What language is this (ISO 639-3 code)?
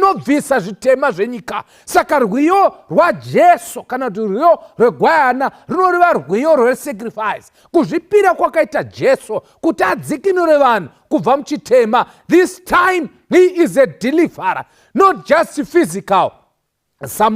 sna